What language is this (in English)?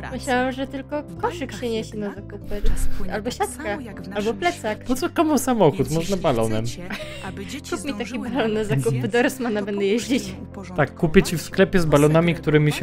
Polish